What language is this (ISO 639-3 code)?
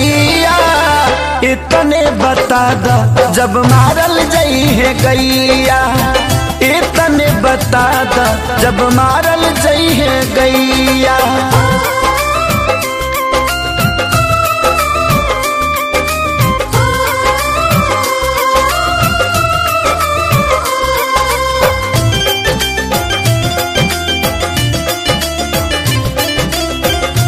bho